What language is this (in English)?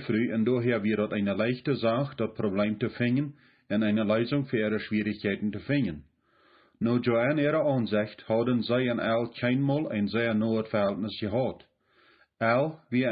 Plautdietsch